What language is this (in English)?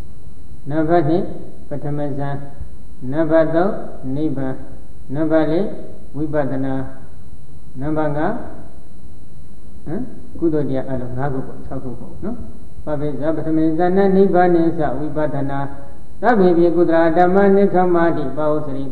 Burmese